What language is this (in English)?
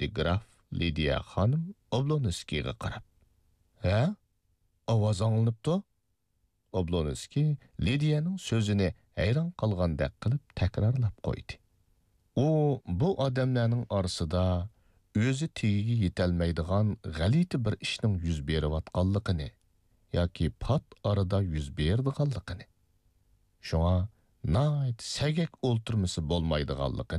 Uyghur